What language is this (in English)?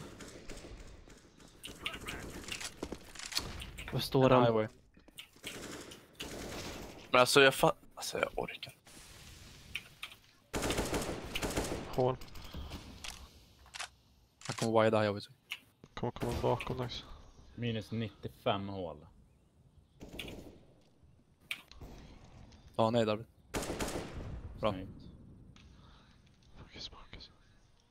Swedish